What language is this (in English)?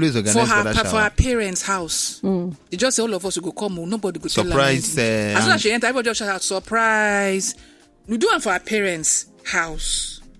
Nigerian Pidgin